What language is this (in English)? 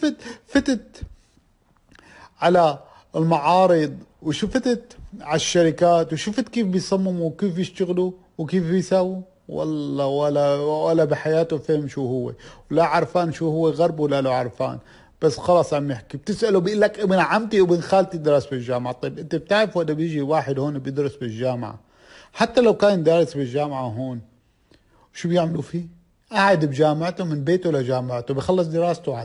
North Levantine Arabic